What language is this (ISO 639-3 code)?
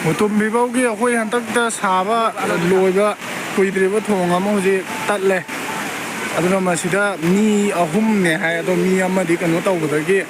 mni